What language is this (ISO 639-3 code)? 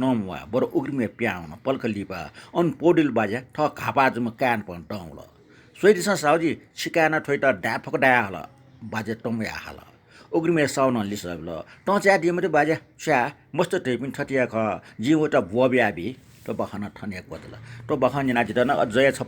new